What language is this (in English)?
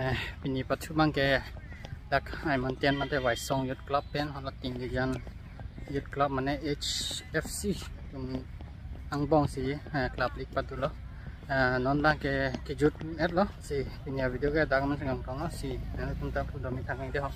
Karbi